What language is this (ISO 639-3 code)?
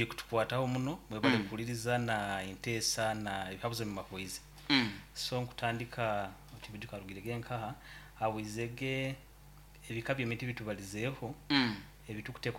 nyo